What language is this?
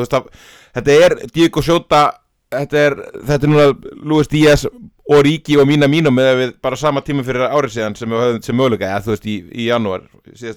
Icelandic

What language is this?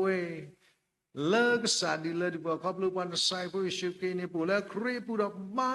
S'gaw Karen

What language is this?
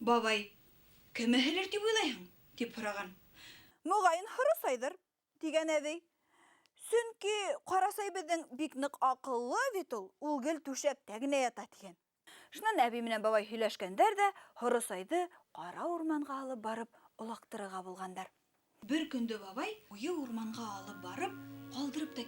Bashkir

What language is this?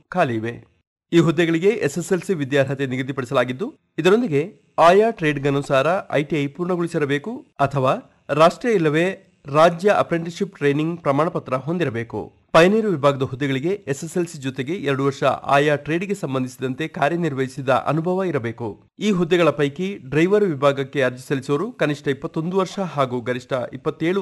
Kannada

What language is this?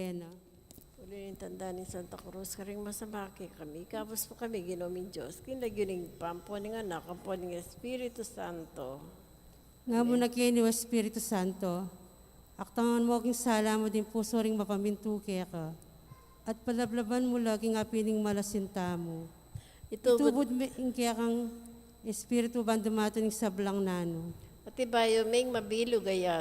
Pampanga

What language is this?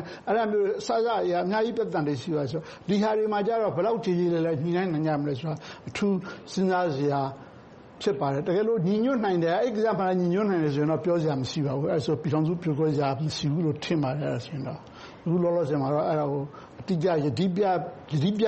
Burmese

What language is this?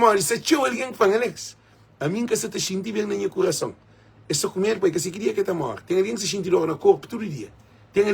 Kabuverdianu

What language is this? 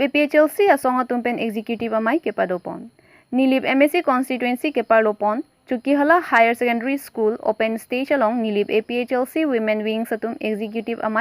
Karbi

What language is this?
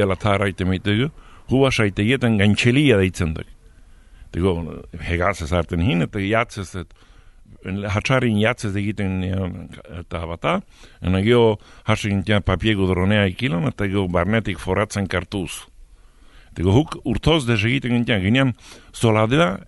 Basque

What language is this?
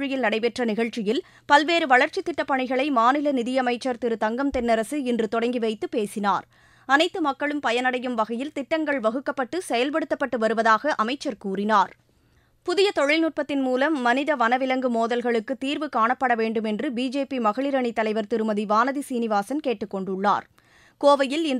Tamil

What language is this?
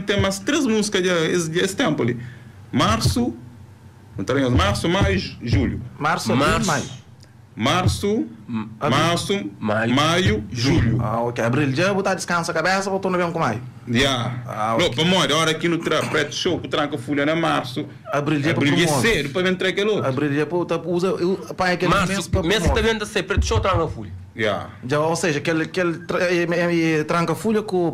Kabuverdianu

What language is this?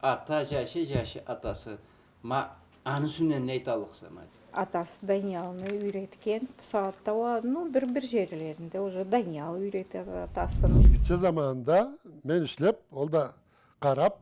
Karachay-Balkar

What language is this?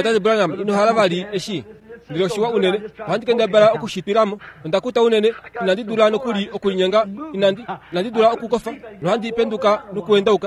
Kuanyama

